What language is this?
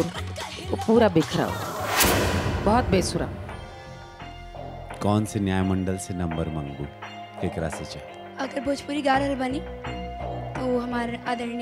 Bhojpuri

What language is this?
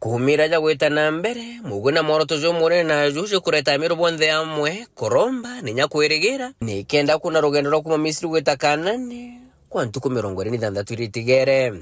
Meru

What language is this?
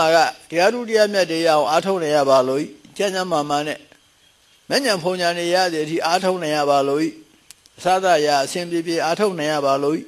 Burmese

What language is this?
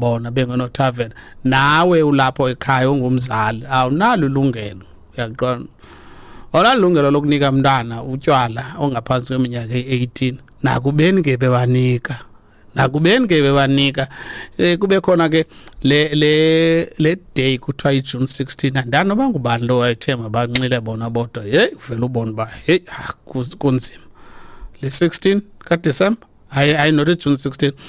Xhosa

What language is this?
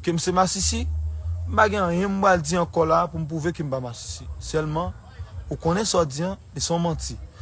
Haitian Creole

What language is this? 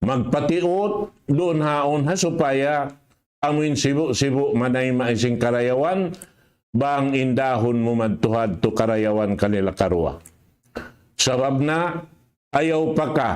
Tausug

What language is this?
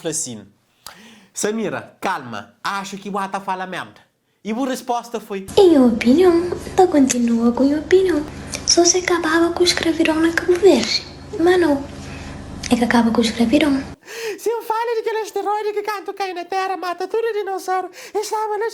Kabuverdianu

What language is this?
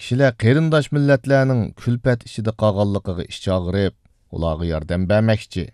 Uyghur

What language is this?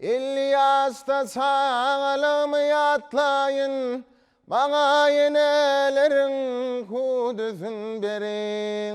Turkmen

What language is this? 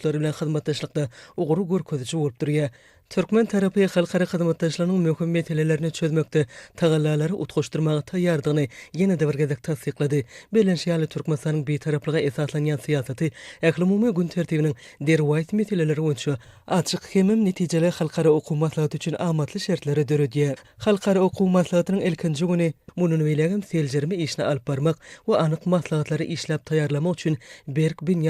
Turkmen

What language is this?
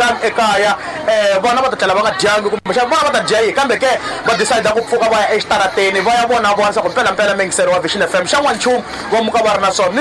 Tsonga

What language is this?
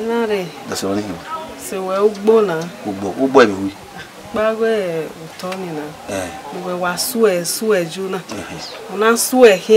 Bini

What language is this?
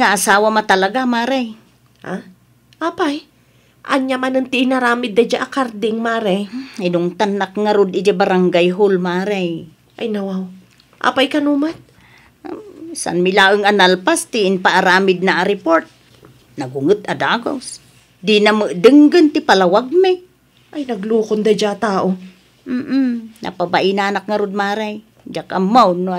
Iloko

